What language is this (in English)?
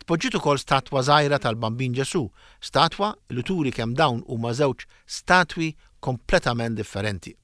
Maltese